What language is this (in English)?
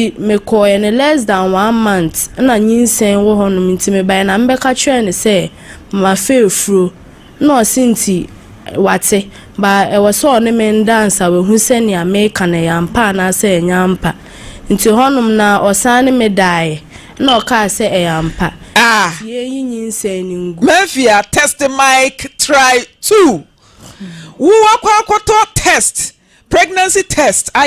Akan